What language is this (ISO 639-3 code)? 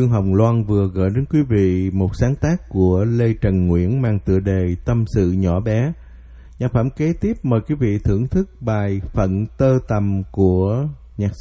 vie